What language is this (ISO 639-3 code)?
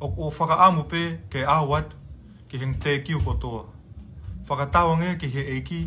ton